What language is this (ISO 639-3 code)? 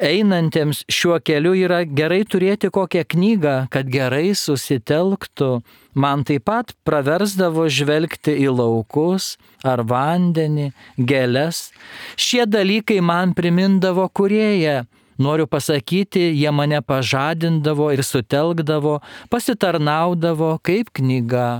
lit